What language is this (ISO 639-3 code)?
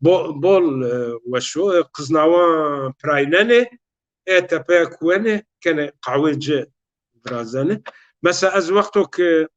zza